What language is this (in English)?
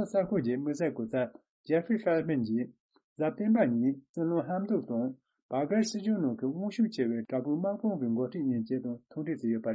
Tibetan